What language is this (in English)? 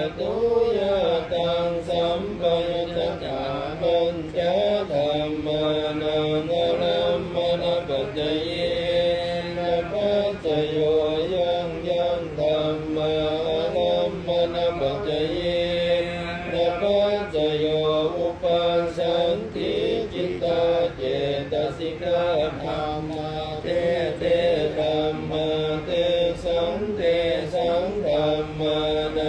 Pali